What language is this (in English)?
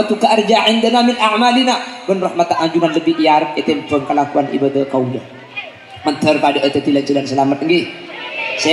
Madurese